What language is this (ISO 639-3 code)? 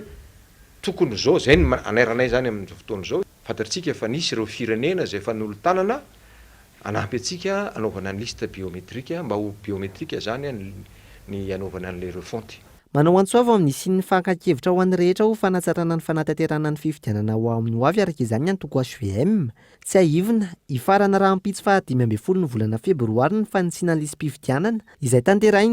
mlg